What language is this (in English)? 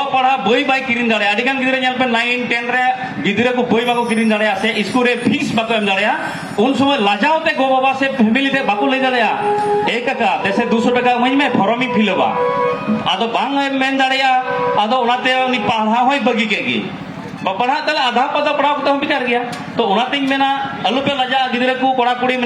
Santali